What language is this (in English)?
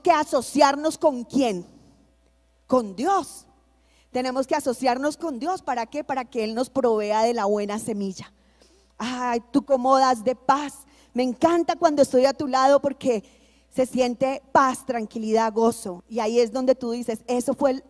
Spanish